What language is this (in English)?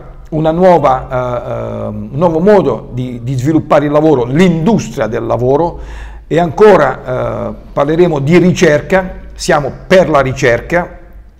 Italian